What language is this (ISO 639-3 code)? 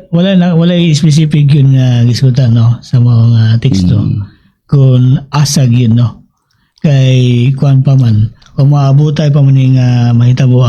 ceb